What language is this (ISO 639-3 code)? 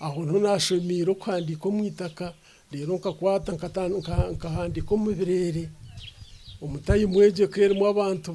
nyn